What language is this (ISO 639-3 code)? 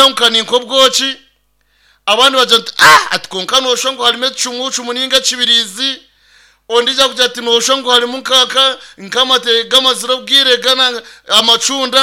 nyn